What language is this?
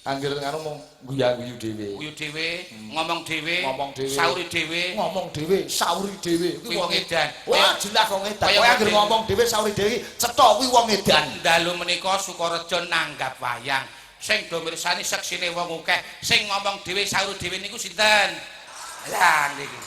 Javanese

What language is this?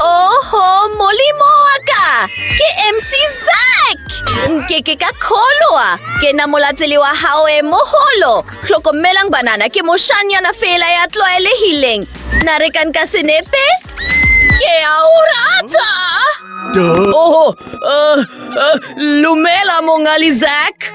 Southern Sotho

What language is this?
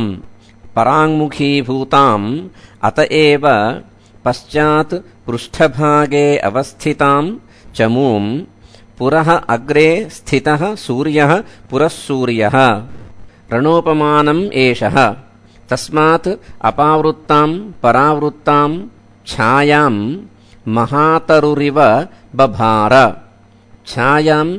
Sanskrit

